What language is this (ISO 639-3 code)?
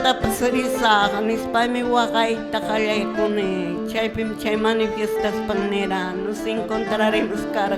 que